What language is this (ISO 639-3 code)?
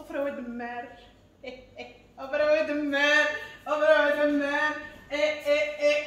ary